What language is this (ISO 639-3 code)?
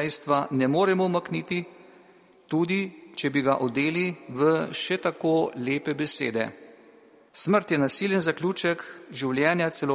slv